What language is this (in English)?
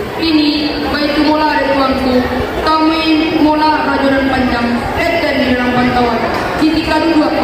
Minangkabau